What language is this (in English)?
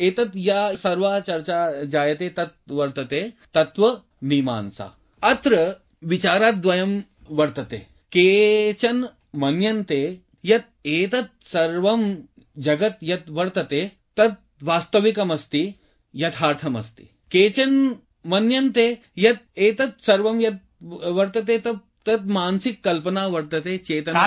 Sanskrit